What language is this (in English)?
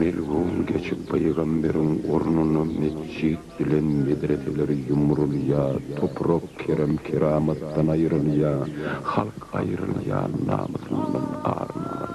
Turkmen